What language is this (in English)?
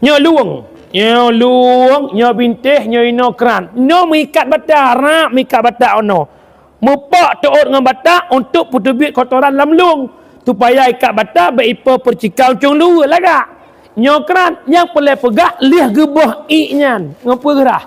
Achinese